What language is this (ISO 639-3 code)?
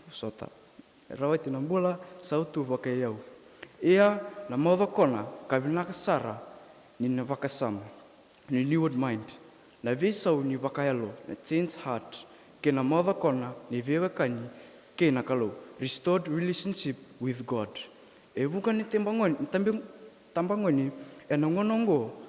fij